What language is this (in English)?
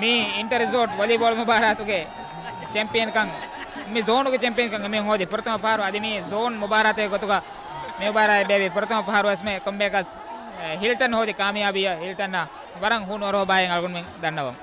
Divehi